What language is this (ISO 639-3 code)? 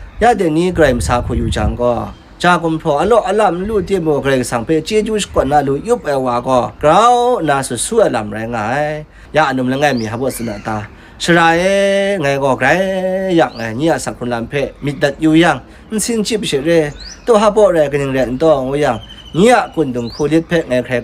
kac